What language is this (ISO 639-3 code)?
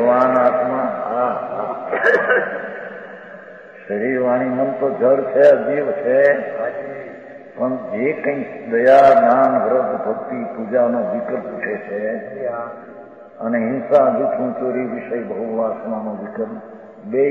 guj